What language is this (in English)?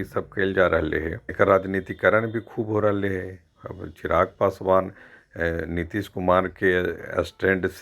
Magahi